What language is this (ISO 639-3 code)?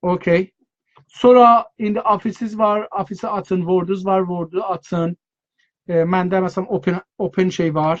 azb